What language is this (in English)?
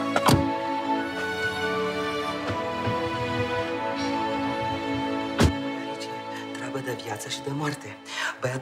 Romanian